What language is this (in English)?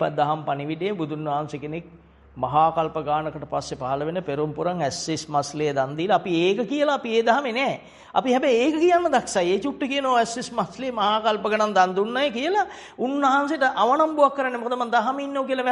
Sinhala